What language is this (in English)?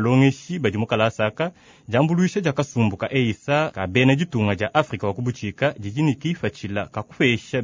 Luba-Lulua